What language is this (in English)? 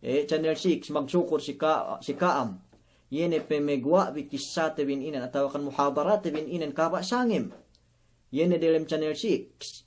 Yakan